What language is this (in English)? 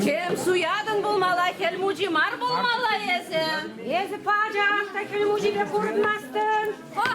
Chuvash